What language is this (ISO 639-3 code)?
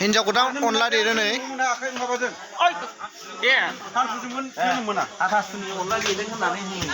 brx